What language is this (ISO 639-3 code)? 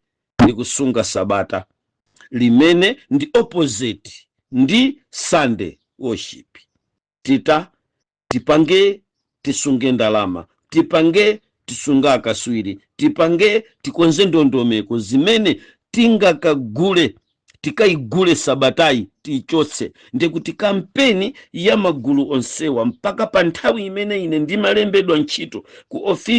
nya